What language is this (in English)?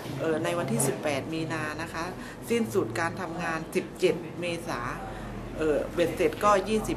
Thai